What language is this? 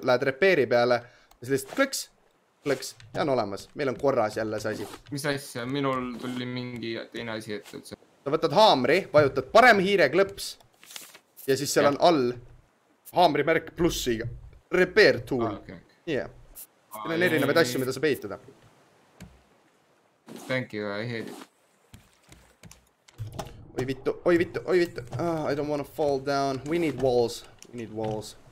Estonian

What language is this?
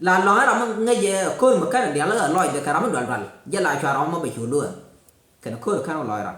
Nuer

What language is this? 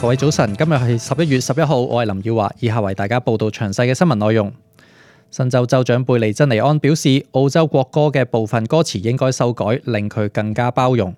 Cantonese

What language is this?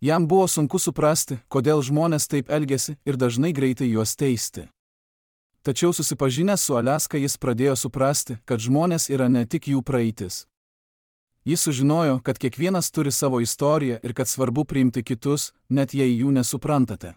Lithuanian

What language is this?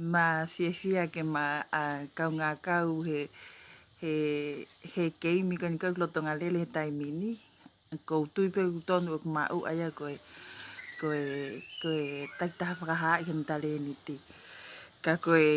Tongan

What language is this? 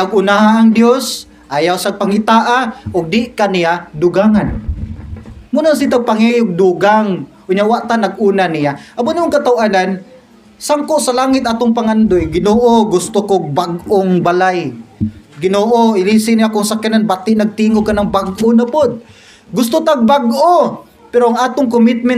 Cebuano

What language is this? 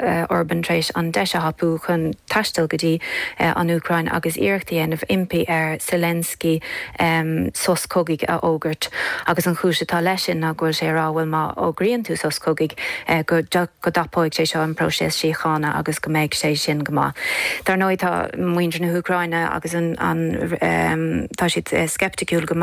Irish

